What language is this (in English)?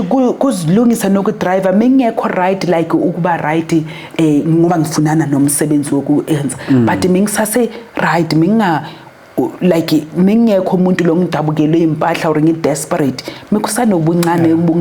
Zulu